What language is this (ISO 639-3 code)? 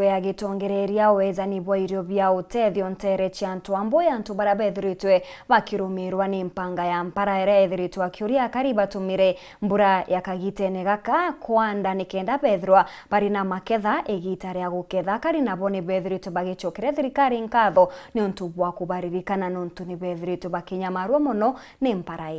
mer